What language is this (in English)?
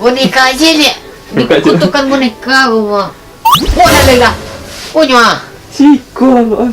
Minangkabau